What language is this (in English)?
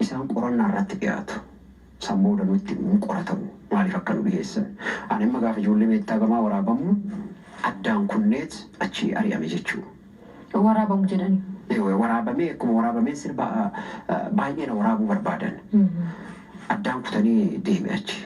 Oromo